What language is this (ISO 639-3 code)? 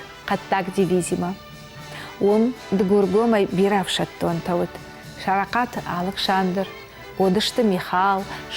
oss